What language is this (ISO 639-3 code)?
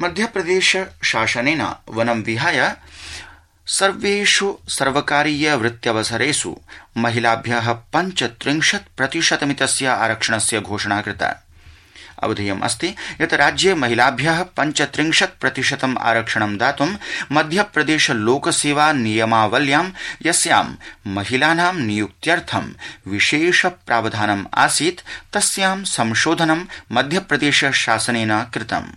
san